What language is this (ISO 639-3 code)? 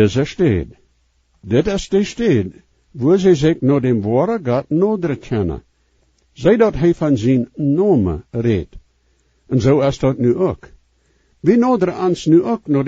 pdt